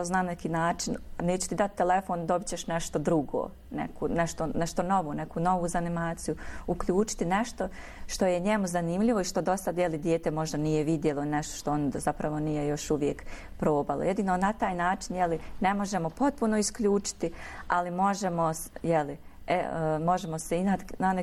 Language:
Bosnian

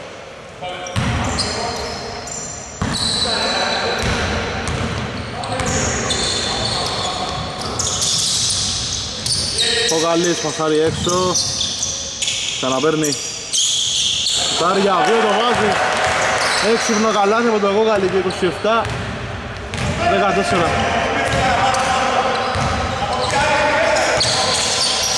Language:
Greek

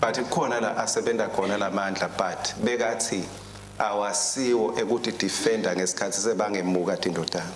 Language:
Swati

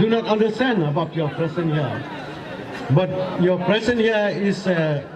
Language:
Khasi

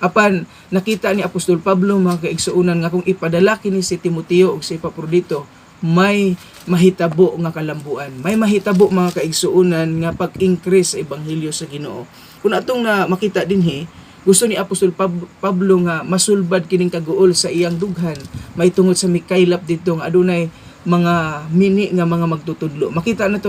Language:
Cebuano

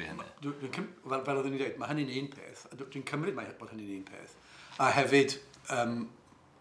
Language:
Welsh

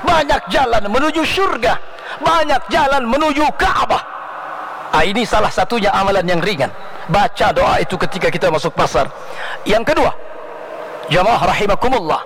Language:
Banjar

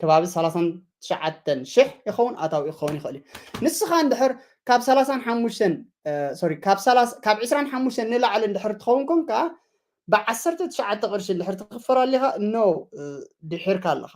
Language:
Tigrinya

